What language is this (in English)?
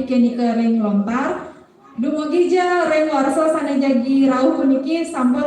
Balinese